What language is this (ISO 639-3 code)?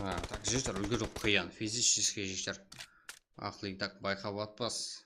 kaa